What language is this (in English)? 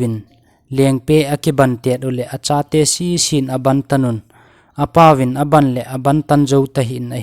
Thado Chin